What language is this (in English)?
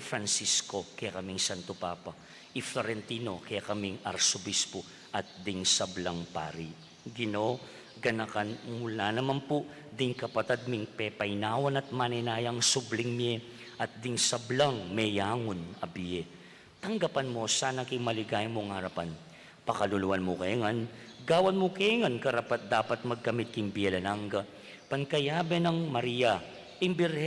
Pampanga